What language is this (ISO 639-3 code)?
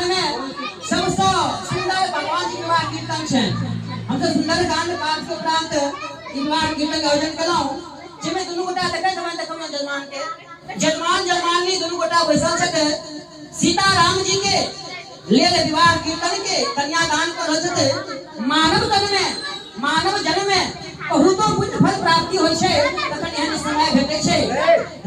mai